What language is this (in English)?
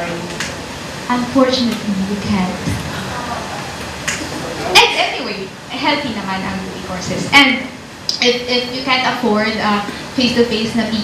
Filipino